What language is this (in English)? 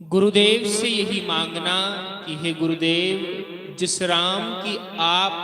Dogri